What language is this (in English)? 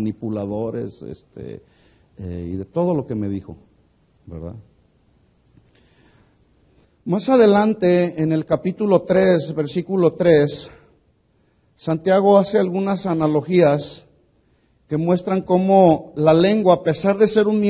Spanish